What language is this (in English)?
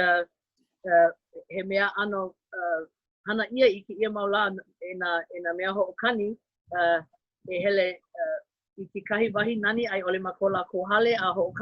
Hawaiian